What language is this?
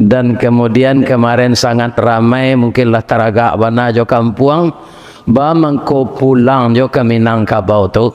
Minangkabau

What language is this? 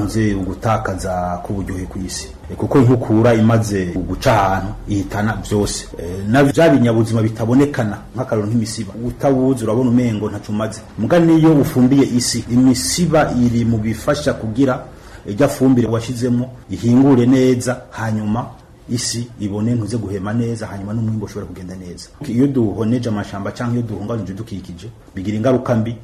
Rundi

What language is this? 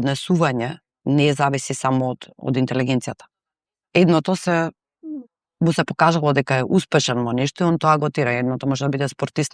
Macedonian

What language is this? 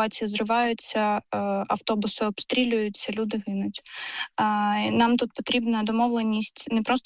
Ukrainian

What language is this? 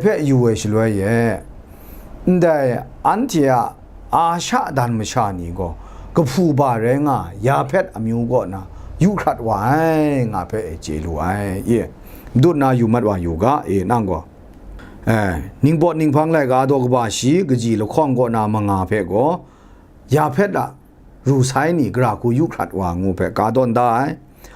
Kachin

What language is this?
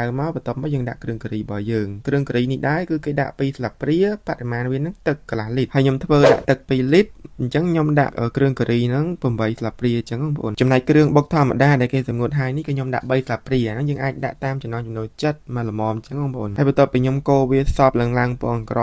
Khmer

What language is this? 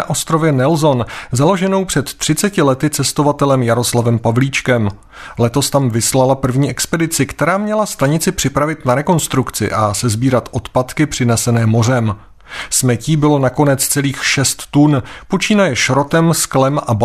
Czech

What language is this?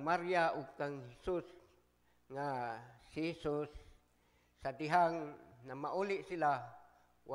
Cebuano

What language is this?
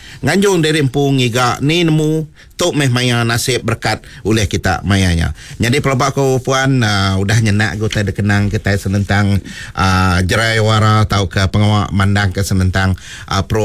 Iban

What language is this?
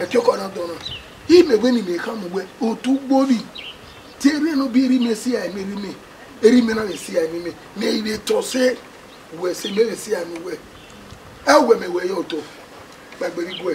Bini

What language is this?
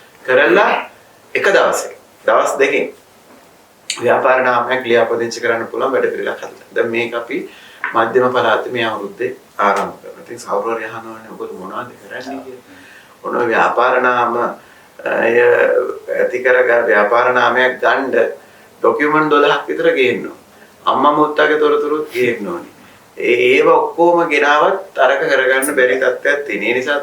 Sinhala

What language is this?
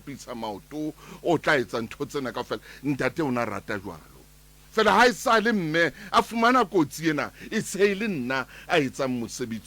Southern Sotho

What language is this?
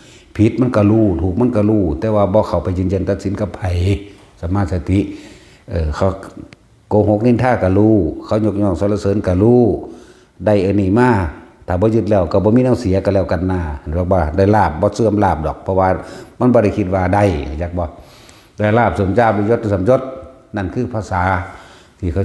Northeastern Thai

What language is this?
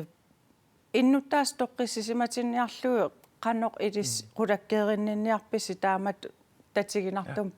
Kalaallisut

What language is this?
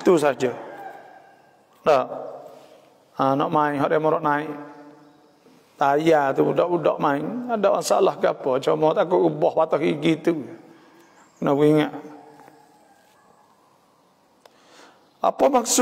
Malay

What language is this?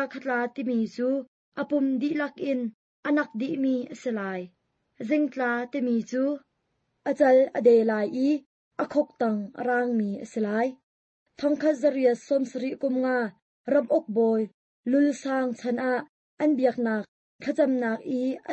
Hakha Chin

